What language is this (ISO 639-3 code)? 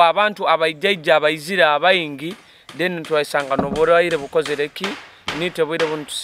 nyo